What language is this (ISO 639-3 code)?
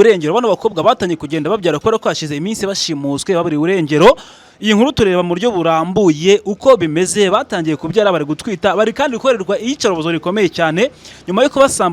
kin